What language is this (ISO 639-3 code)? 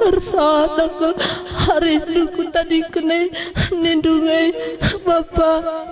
btx